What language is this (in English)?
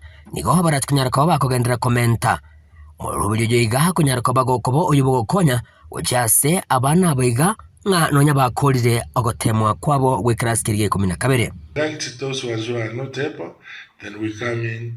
Gusii